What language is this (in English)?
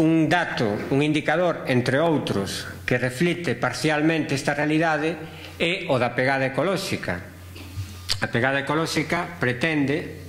Galician